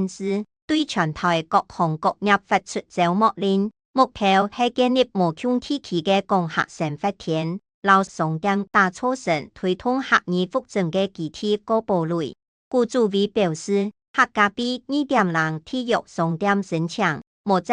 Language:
Hakka Chinese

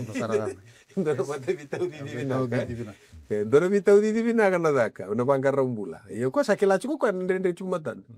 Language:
Fijian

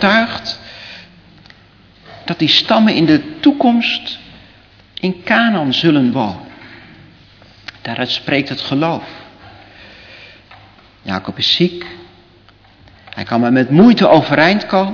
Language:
Dutch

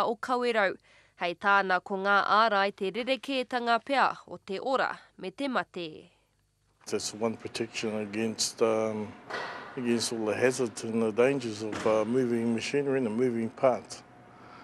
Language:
Māori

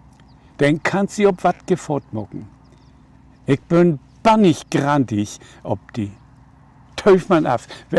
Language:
Low German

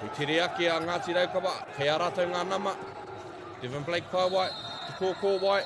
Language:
Māori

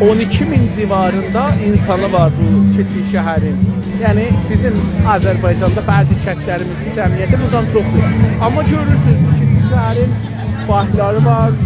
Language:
South Azerbaijani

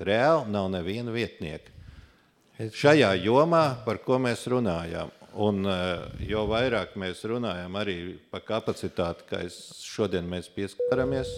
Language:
Latvian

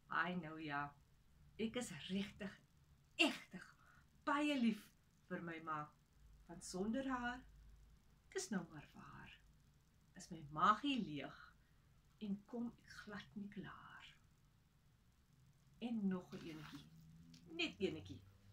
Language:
Afrikaans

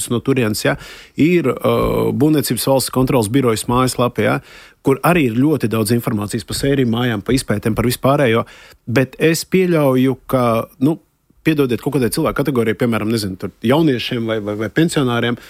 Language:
Latvian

